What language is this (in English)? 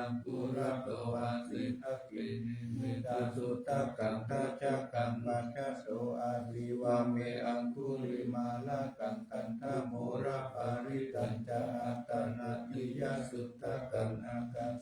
Pali